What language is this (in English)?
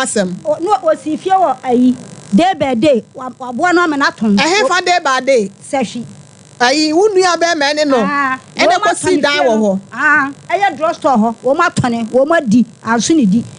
Akan